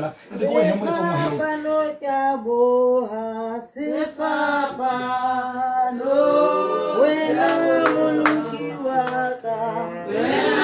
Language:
Tswana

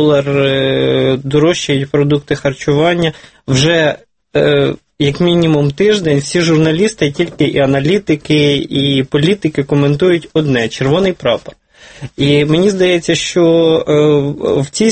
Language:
Ukrainian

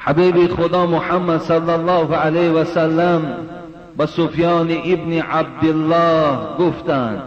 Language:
Tajik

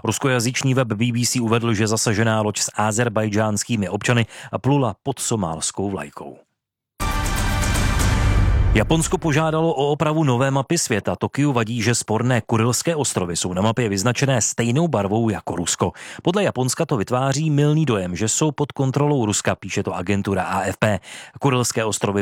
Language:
Czech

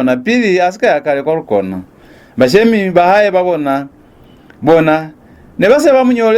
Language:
Lozi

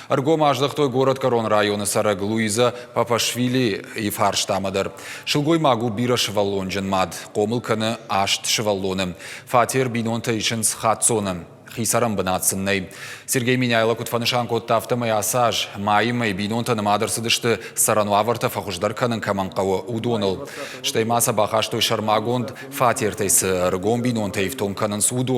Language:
Ossetic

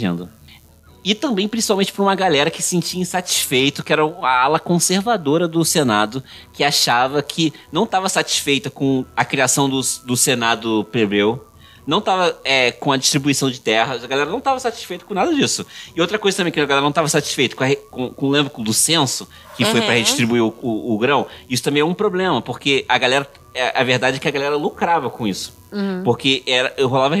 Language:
Portuguese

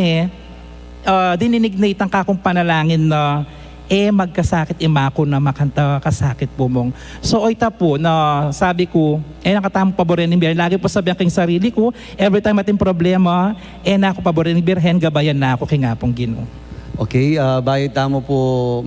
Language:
Pampanga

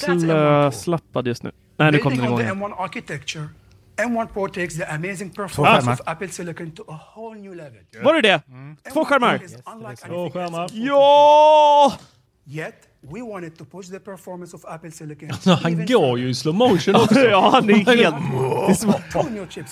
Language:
Swedish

